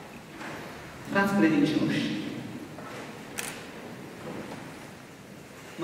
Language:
Romanian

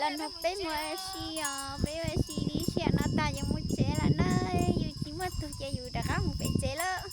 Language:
Hmong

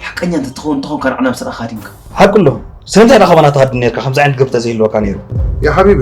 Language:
Tigrinya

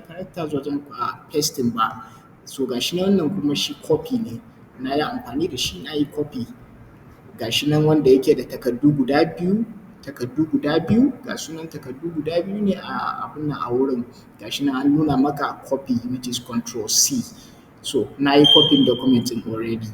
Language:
Hausa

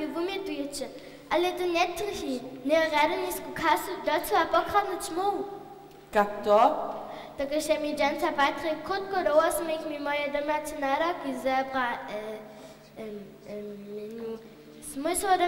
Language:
Upper Sorbian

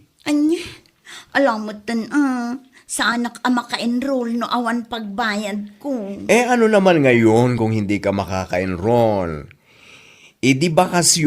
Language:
Iloko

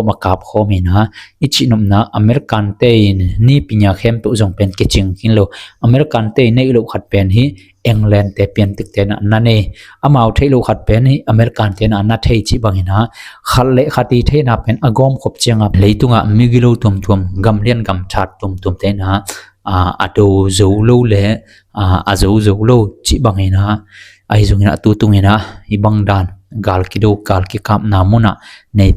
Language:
Tedim Chin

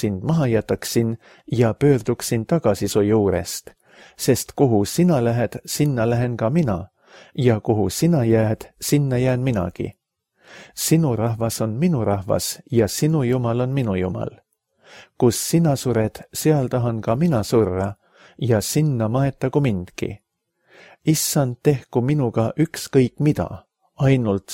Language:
Estonian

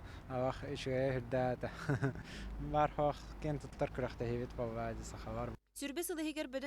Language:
Yakut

